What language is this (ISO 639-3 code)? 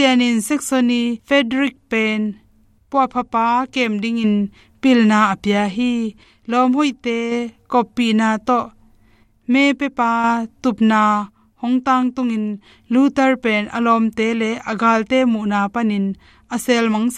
ctd